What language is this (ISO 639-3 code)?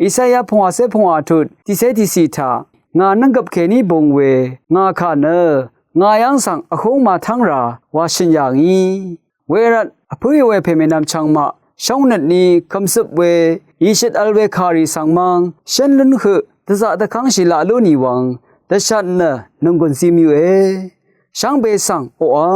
raw